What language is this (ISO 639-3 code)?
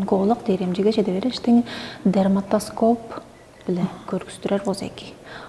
tyv